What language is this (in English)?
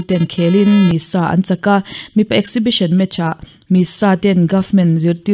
Mizo